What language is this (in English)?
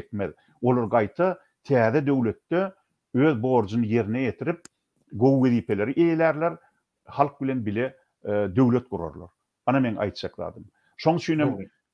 Turkmen